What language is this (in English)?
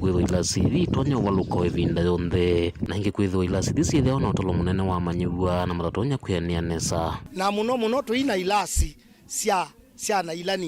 Kamba